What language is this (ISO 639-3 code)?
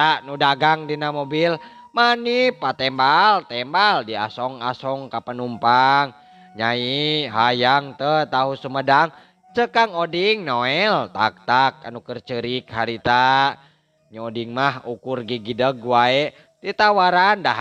sun